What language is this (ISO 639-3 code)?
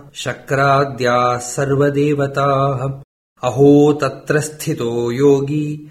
san